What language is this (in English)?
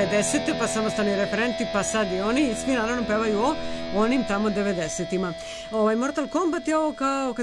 Serbian